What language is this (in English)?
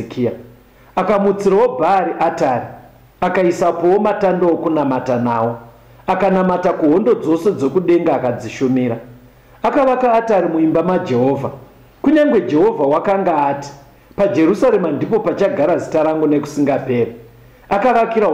Shona